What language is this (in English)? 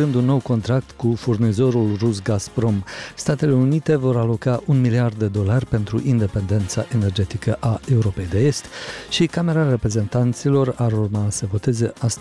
Romanian